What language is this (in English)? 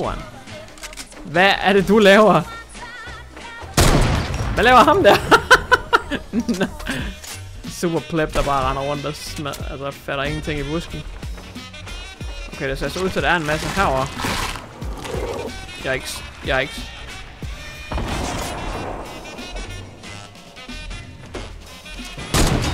Danish